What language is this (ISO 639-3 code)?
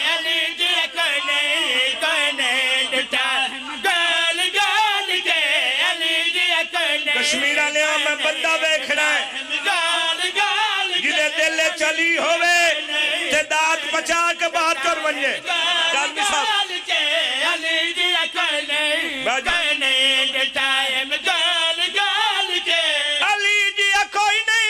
phr